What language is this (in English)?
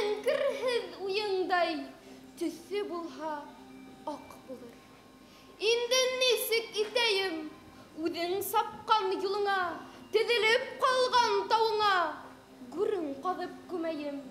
Bashkir